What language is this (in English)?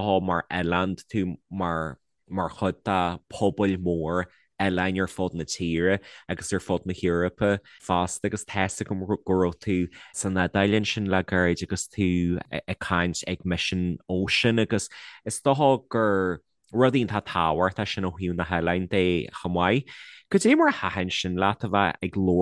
Irish